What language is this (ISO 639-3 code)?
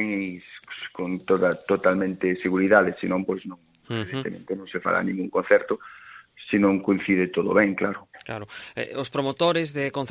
glg